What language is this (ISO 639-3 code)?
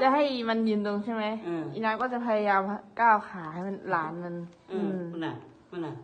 lao